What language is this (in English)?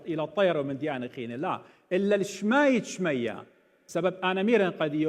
Assyrian Neo-Aramaic